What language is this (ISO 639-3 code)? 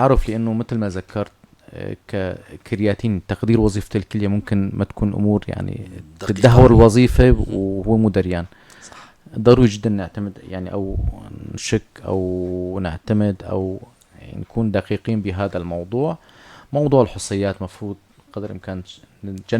apc